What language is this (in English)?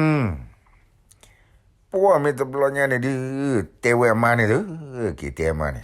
S'gaw Karen